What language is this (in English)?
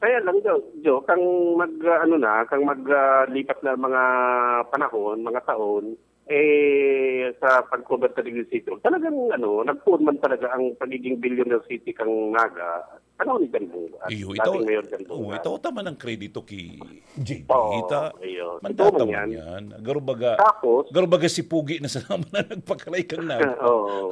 Bikol